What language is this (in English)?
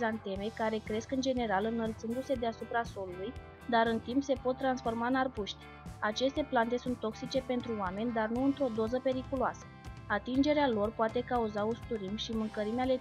Romanian